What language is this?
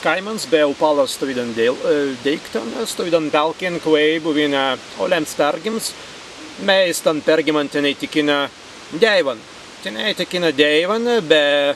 Prussian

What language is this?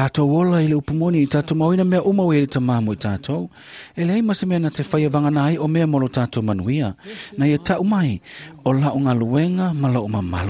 Samoan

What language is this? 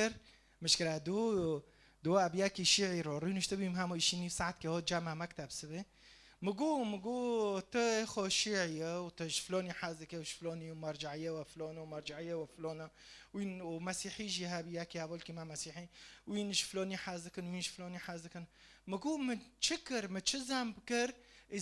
Kurdish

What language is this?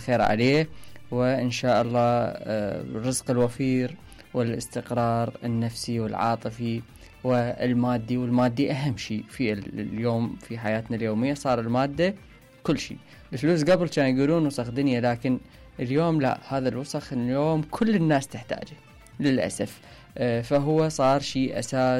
Mesopotamian Arabic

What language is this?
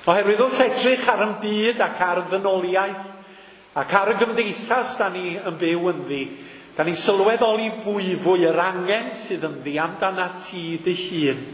Welsh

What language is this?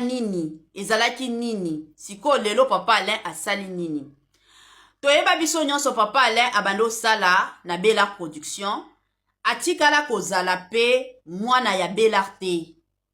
Lingala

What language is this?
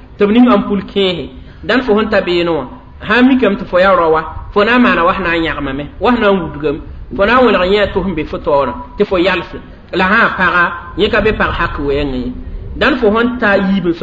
Mossi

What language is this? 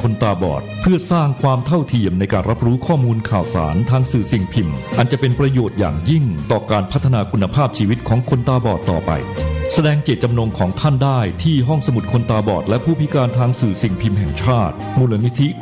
Thai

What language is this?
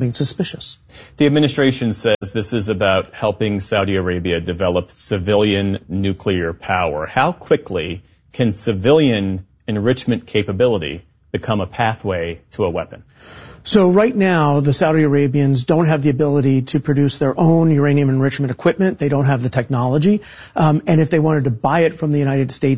English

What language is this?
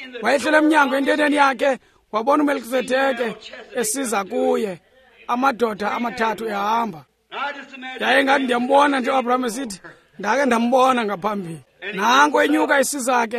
Xhosa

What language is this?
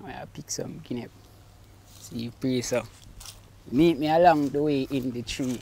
Jamaican Creole English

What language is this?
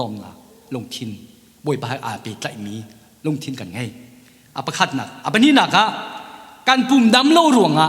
Hakha Chin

